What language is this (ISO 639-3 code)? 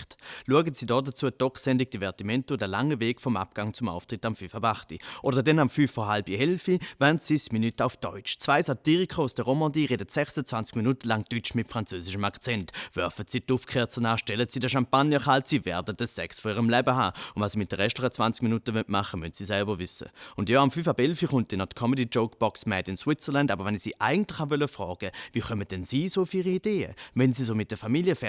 gsw